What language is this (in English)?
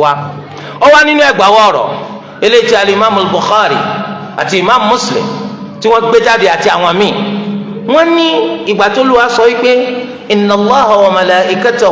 Yoruba